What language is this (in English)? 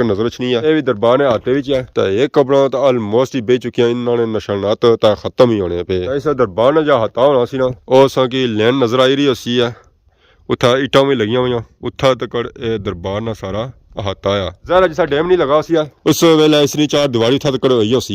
Pahari-Potwari